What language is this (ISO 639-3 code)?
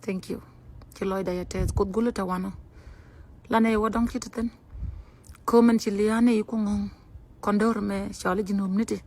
nus